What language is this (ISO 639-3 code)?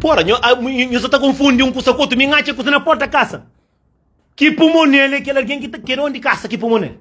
kea